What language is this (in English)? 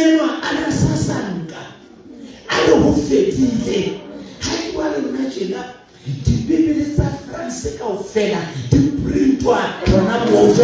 Southern Sotho